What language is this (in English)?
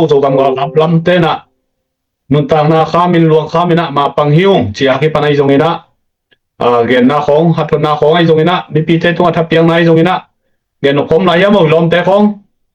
Tedim Chin